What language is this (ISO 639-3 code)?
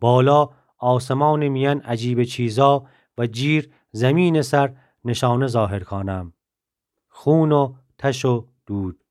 glk